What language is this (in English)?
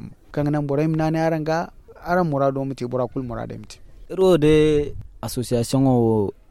Zarma